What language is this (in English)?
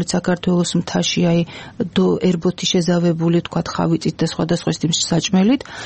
Georgian